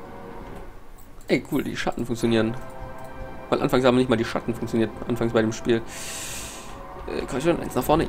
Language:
German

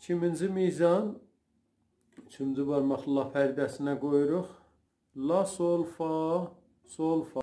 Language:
South Azerbaijani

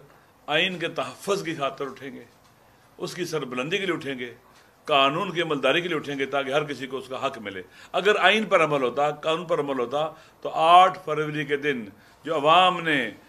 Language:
Urdu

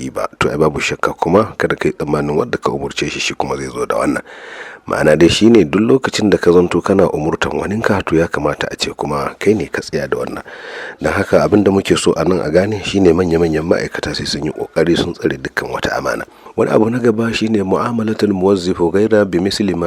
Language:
Hausa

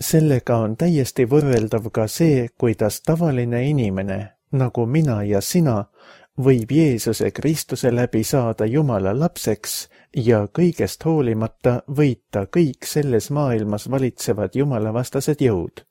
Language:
Estonian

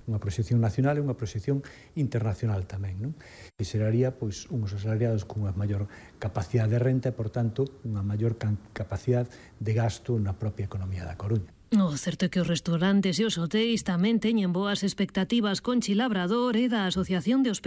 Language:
Galician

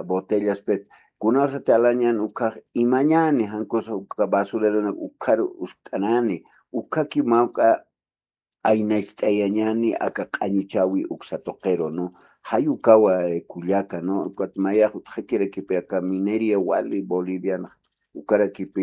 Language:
Aymara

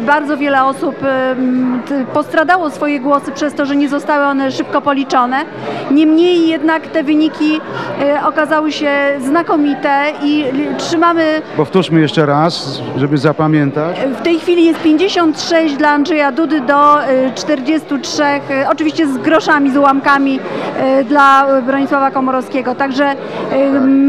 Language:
Polish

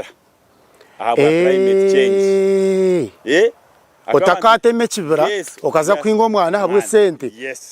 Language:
Nyankole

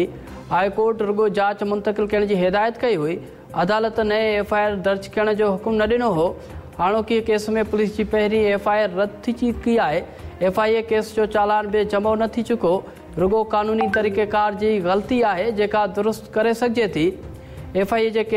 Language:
Sindhi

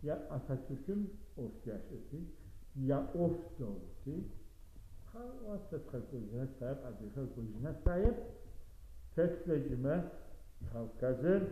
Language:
Adyghe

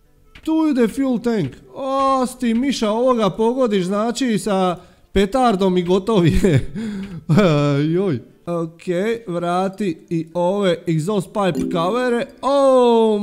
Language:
Croatian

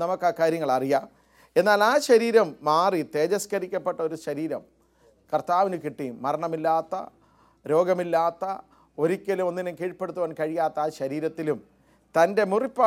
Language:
Malayalam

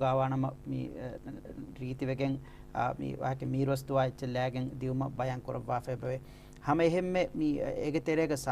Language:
Divehi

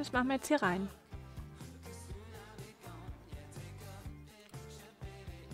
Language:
German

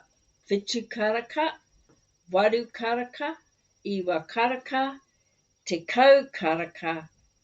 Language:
Māori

